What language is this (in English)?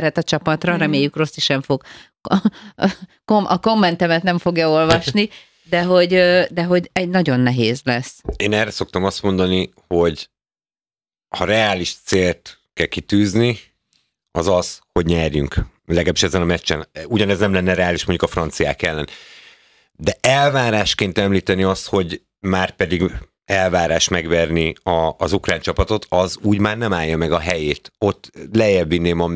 Hungarian